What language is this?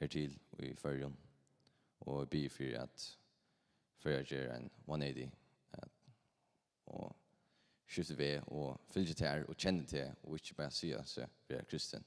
Faroese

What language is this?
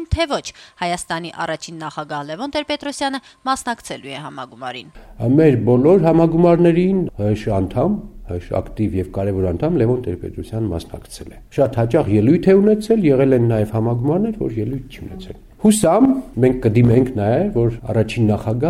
Armenian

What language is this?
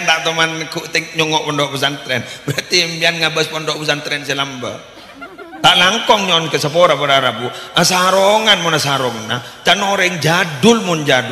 Madurese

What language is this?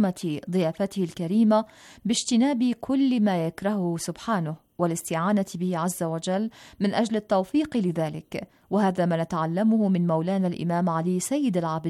Arabic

